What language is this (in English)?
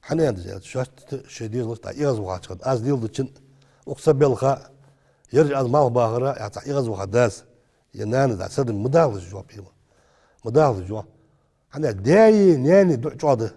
Ingush